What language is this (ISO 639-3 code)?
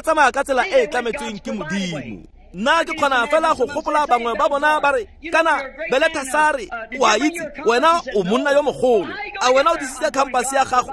tsn